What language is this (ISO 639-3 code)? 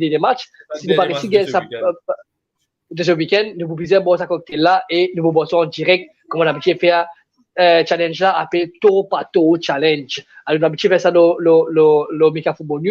mfe